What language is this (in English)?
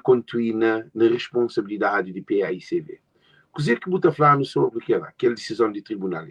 Kabuverdianu